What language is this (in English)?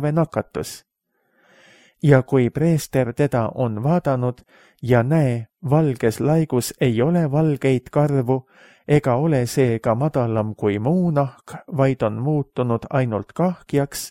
Estonian